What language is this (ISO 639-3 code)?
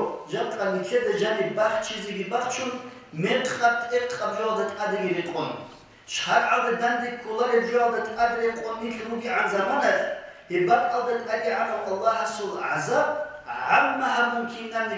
ava